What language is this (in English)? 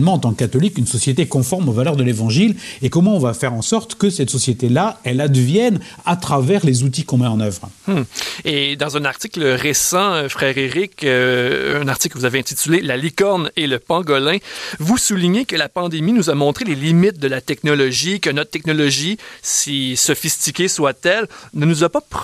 French